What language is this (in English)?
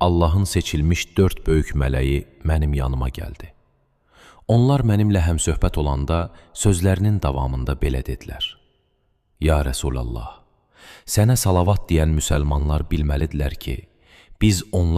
Azerbaijani